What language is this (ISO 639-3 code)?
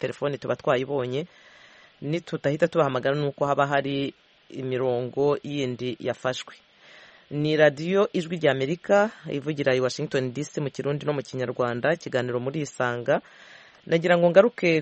kin